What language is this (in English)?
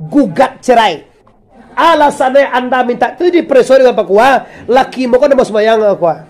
Minangkabau